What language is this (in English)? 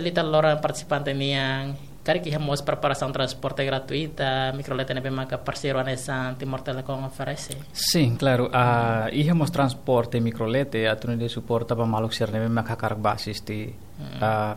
Tetum